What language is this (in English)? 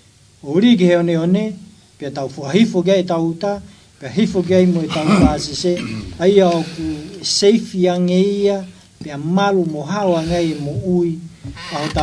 Tongan